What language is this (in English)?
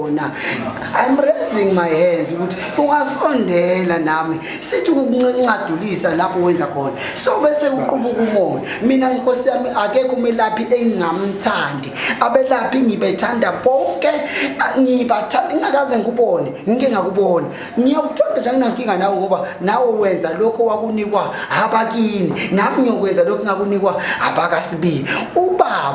Zulu